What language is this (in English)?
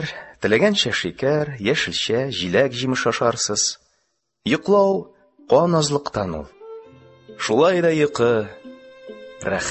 Tatar